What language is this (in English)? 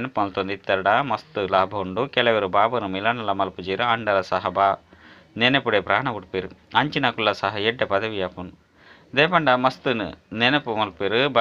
Tulu